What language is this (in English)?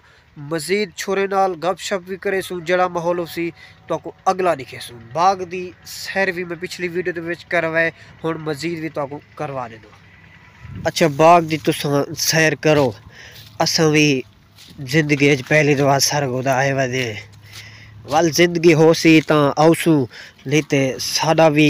Saraiki